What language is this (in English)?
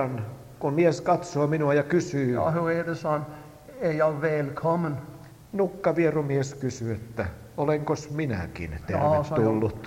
Finnish